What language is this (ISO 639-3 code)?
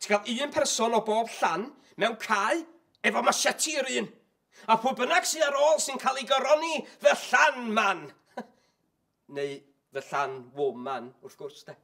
cym